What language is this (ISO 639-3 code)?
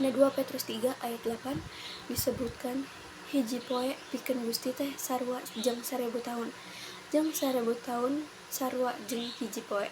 sun